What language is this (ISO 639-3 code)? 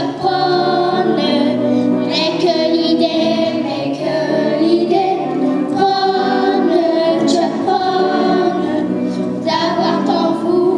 pcd